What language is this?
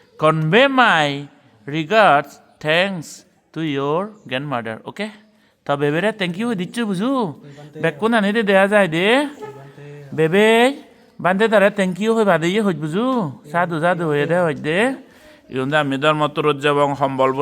Chakma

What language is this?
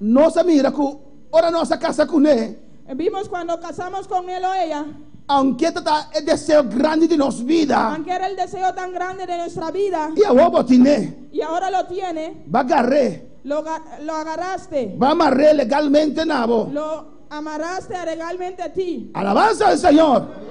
Papiamento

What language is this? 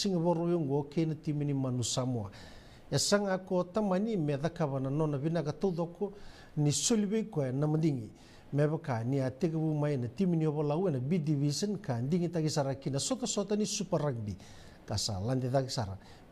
Fijian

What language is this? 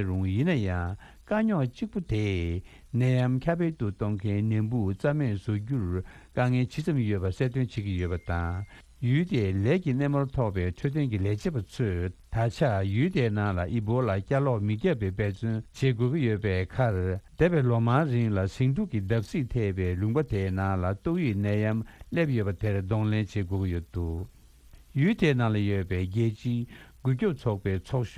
Tibetan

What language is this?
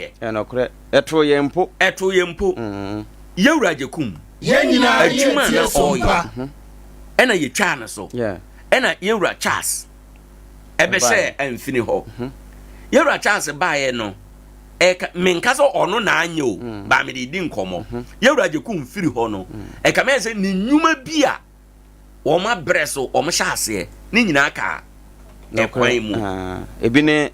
Akan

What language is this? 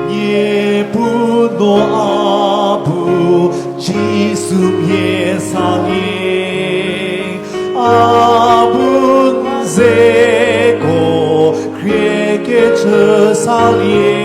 Chokri Naga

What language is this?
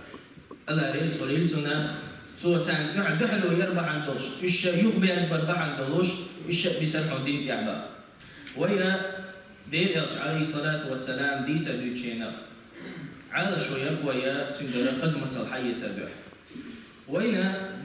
Chechen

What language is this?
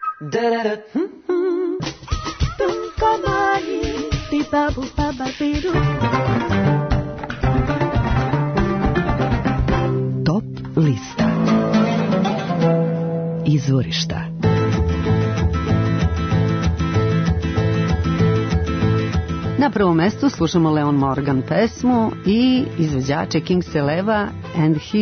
Serbian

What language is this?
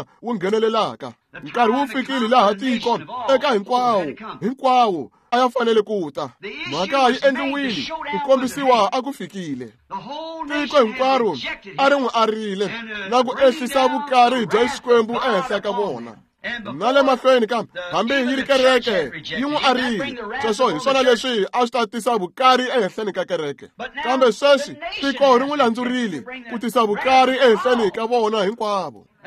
Tsonga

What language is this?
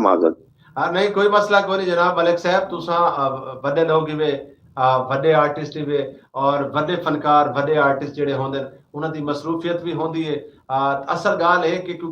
Saraiki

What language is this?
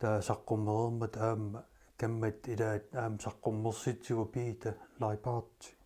Kalaallisut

